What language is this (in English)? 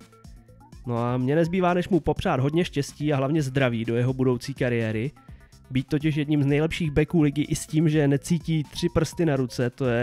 Czech